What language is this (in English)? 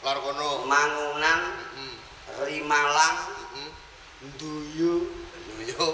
Javanese